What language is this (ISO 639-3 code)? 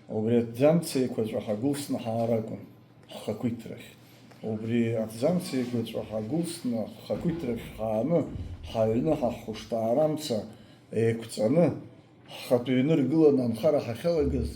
abk